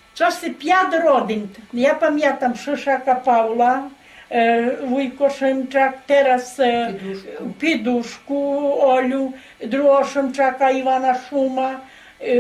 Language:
Rusyn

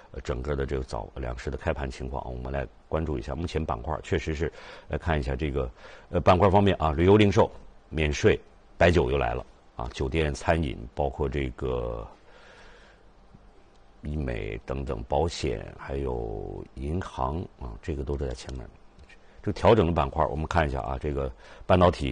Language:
Chinese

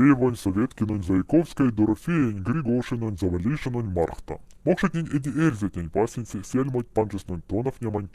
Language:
Moksha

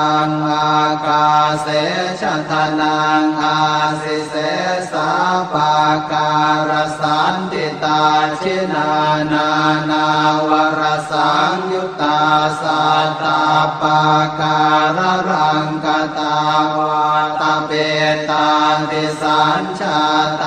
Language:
Pali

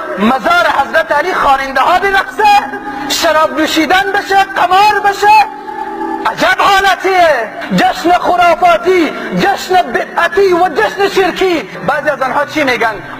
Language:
Persian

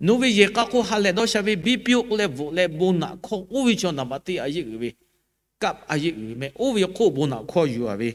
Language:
Lahu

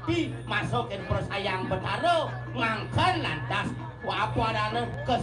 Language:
Balinese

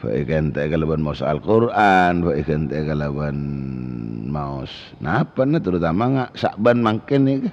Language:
Madurese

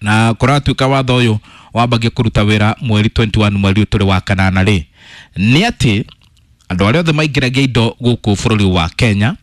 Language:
Kikuyu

